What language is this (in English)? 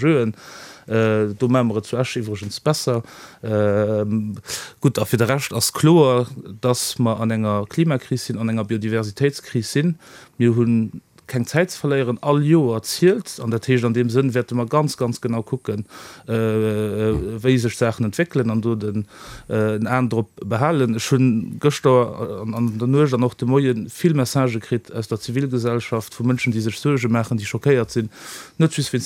Luxembourgish